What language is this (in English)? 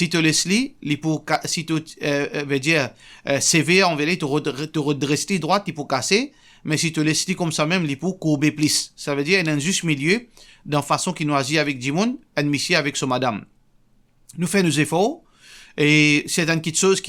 Morisyen